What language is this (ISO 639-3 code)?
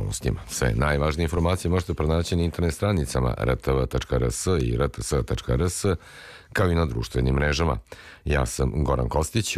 srp